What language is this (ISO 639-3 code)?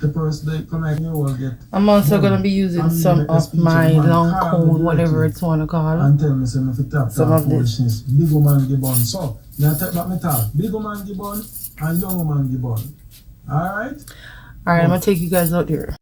jam